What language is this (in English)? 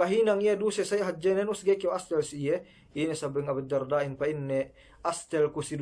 Yakan